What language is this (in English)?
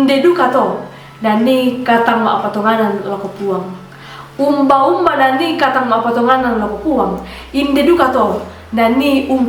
Toraja-Sa'dan